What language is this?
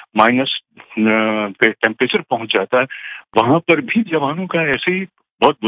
Hindi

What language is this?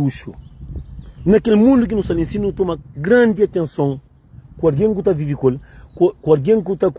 Kabuverdianu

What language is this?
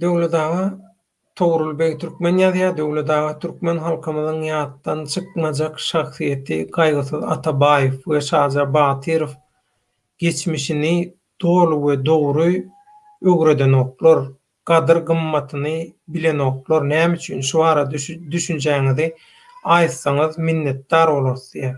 Turkmen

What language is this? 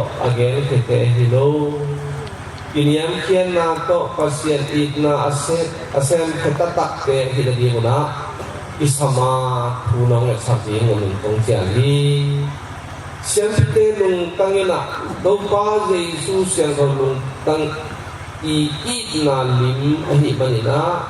Tedim Chin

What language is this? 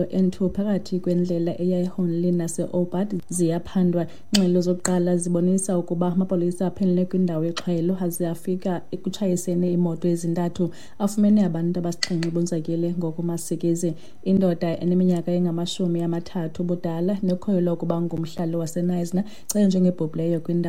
Xhosa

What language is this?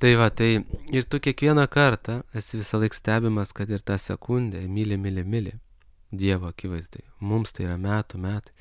Lithuanian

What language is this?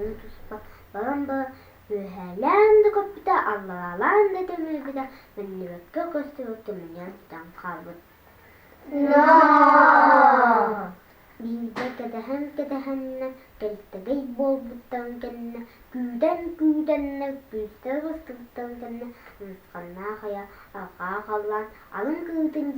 Yakut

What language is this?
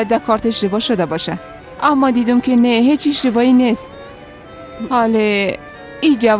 Persian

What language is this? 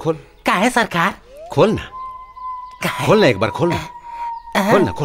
Bhojpuri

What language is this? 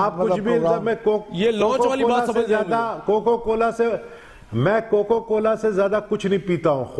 Urdu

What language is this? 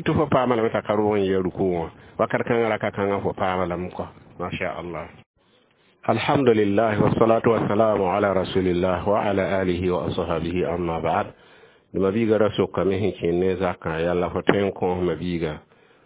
Mossi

